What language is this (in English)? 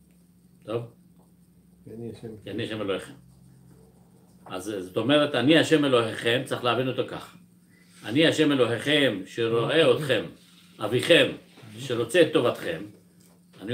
Hebrew